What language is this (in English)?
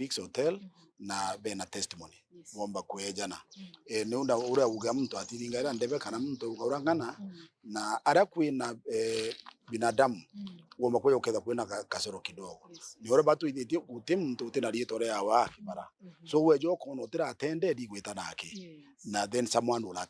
Meru